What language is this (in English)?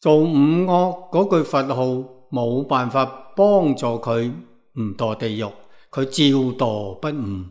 Cantonese